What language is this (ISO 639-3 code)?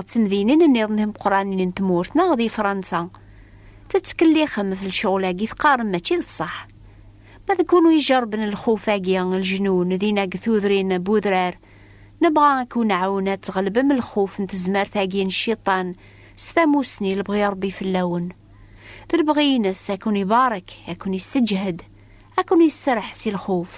kab